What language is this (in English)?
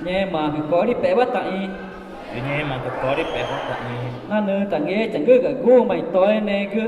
Ticuna